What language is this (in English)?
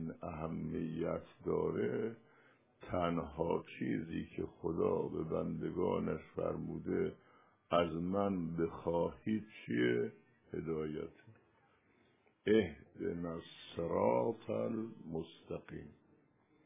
Persian